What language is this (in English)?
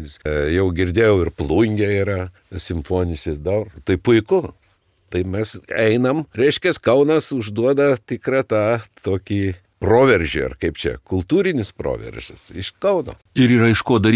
Lithuanian